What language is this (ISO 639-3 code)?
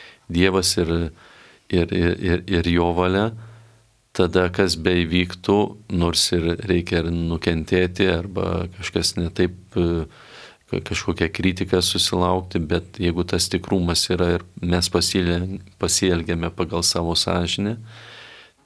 lit